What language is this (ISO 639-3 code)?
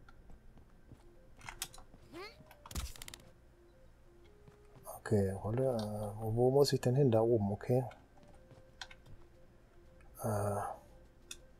deu